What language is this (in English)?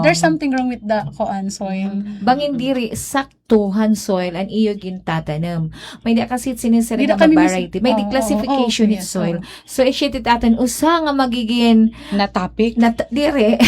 Waray